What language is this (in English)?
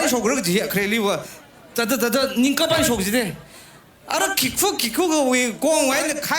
Tangkhul Naga (India)